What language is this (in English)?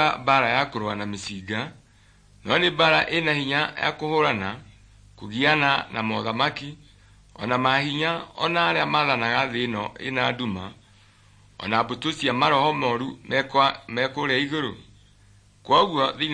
Kikuyu